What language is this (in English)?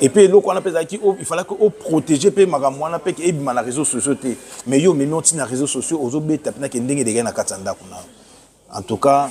Lingala